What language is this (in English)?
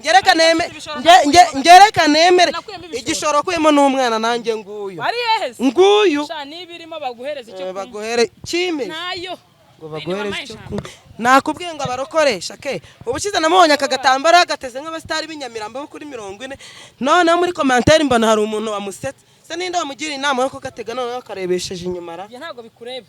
Kinyarwanda